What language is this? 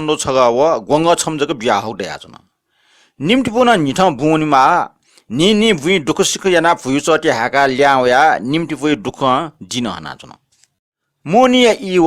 Newari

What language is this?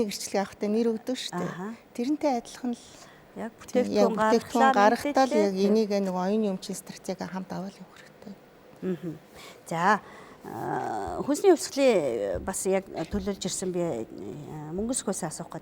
Mongolian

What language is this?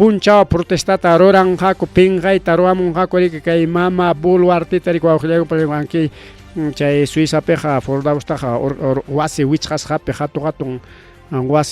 Ayacucho Quechua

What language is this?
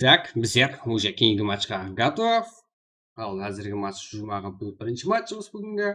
Kara-Kalpak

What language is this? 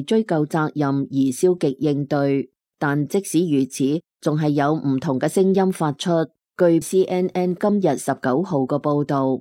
Cantonese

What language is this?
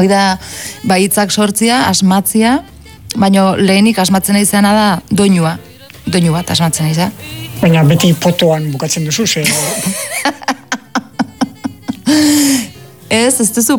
Basque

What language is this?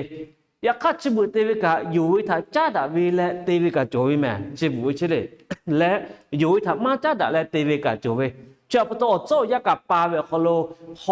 Lahu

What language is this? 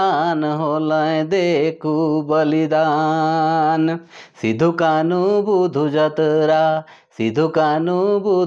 Sadri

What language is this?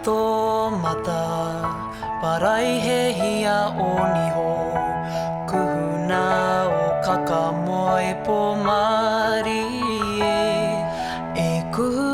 Māori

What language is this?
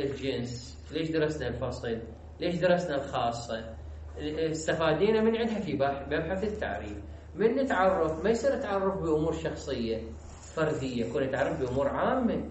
Mesopotamian Arabic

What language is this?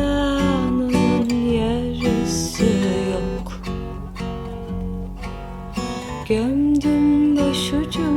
Turkish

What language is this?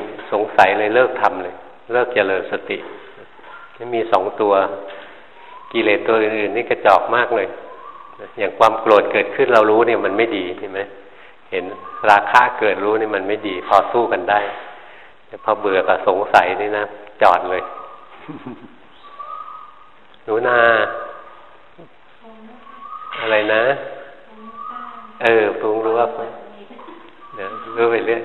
Thai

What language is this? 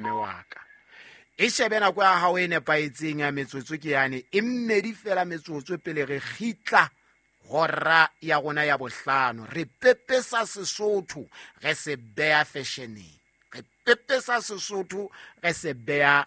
Southern Sotho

